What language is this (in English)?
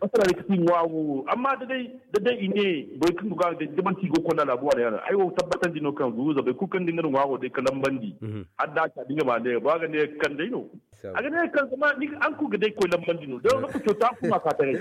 Zarma